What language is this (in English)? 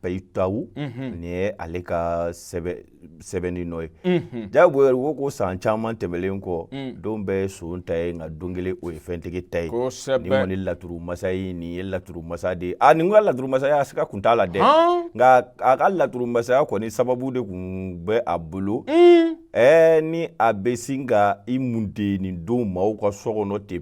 Bambara